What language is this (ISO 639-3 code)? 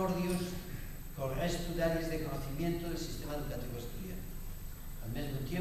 ast